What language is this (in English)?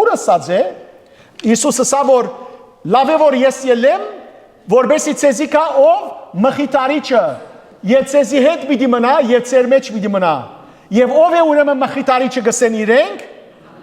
Western Armenian